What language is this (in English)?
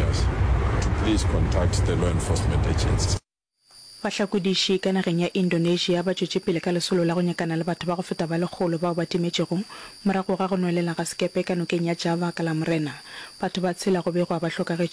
Northern Sotho